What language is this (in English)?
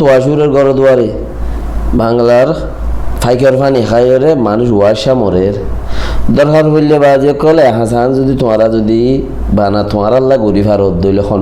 Rohingya